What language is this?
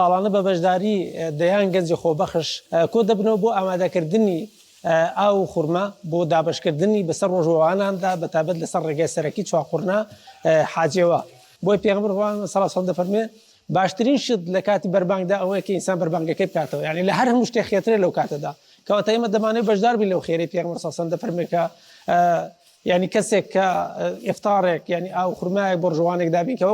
Central Kurdish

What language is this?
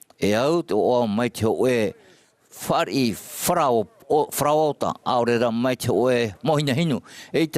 Tahitian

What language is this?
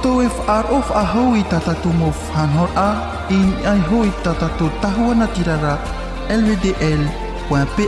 Tahitian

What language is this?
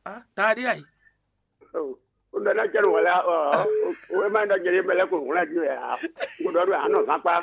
Fon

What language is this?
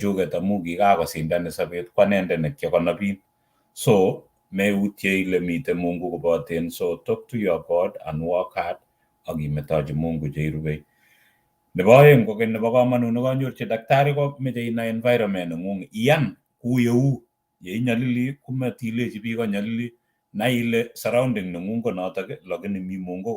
Kalenjin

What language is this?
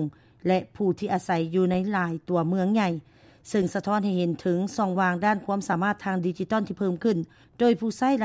Lao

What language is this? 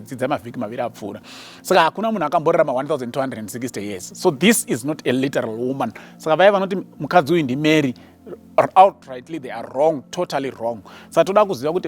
Shona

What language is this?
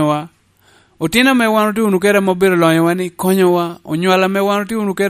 Lango (Uganda)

